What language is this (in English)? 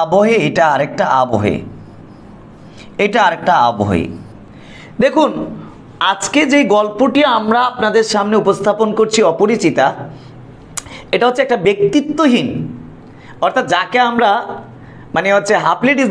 Bangla